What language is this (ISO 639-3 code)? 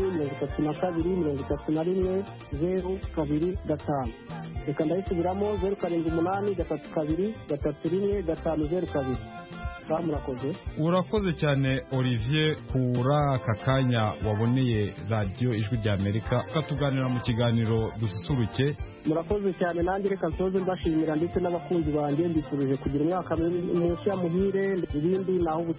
kin